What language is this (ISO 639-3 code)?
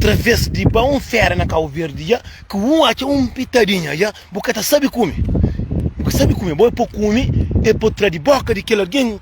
kea